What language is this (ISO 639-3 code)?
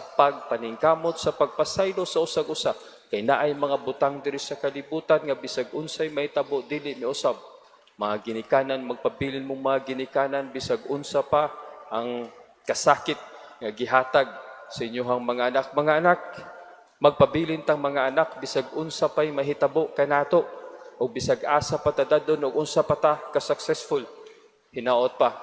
ceb